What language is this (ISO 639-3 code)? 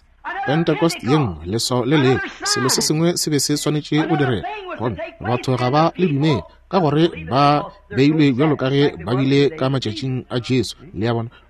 nso